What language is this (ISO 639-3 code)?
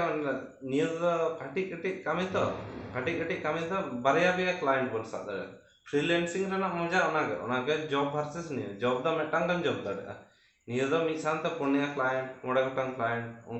sat